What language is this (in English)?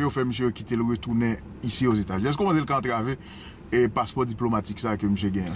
Haitian Creole